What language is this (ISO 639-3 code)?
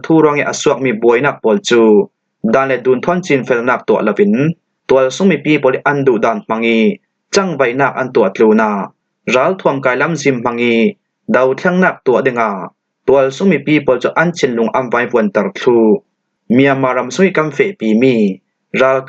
cfm